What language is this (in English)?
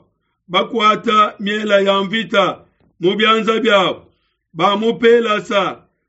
Luba-Lulua